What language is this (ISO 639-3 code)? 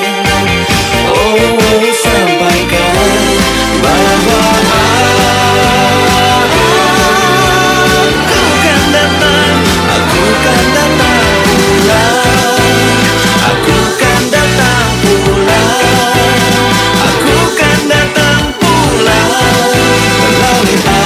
ind